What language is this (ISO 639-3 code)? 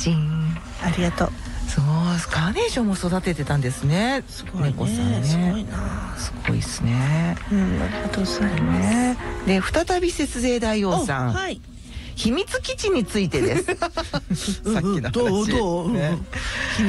jpn